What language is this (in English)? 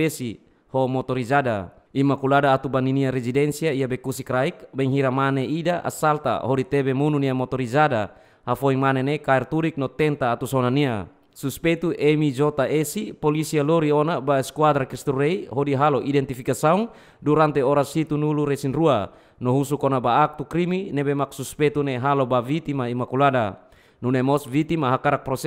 Tetum